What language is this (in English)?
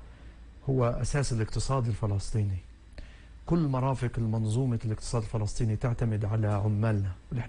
North Levantine Arabic